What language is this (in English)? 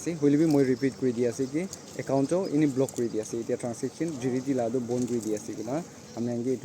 Naga Pidgin